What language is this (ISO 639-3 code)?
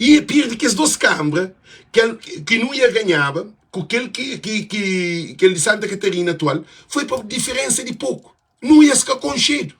kea